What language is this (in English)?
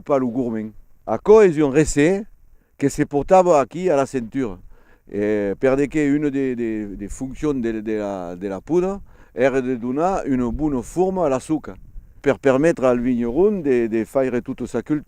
Occitan